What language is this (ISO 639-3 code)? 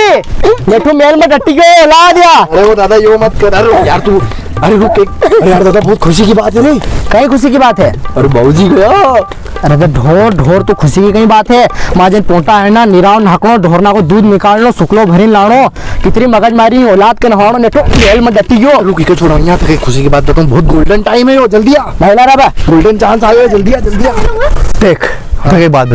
raj